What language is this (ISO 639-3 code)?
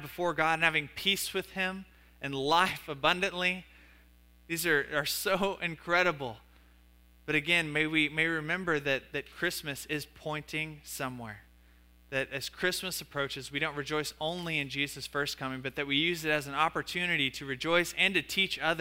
eng